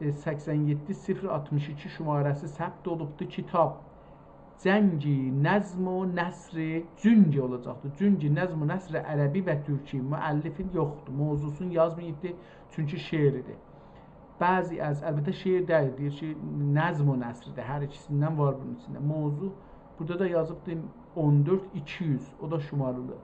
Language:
South Azerbaijani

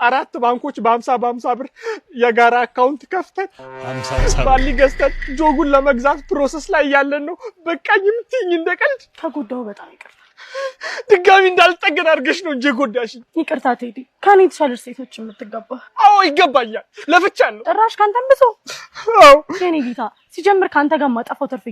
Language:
Amharic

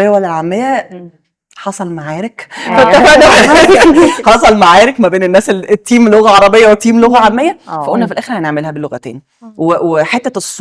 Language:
Egyptian Arabic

